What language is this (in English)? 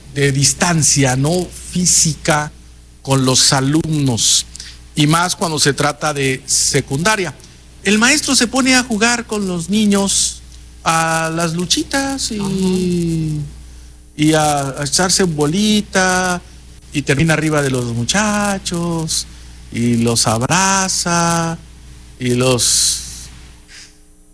Spanish